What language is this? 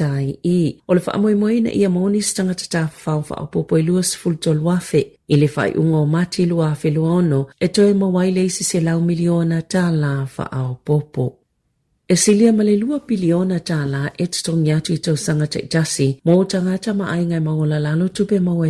Samoan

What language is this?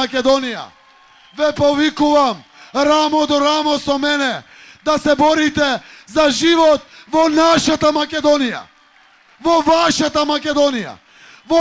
Macedonian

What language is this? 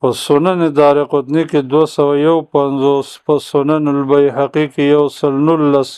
Pashto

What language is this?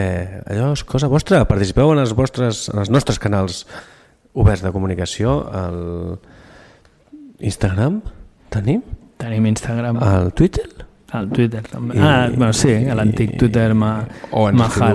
Catalan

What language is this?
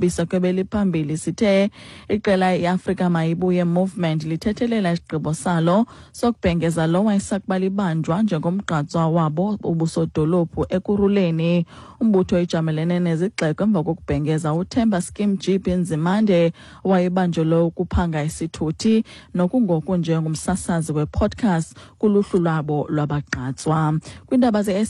Xhosa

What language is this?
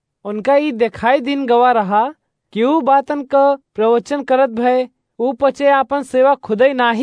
Awadhi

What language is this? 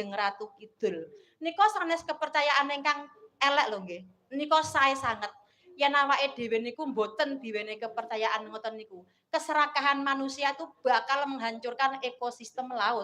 Javanese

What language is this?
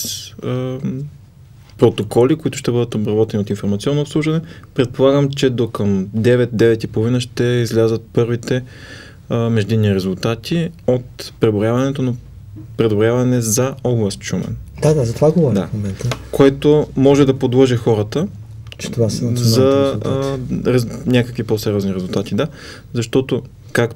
Bulgarian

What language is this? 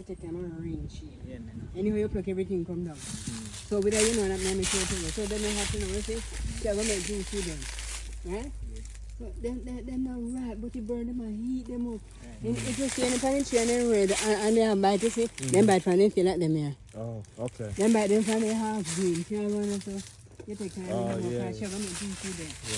Jamaican Creole English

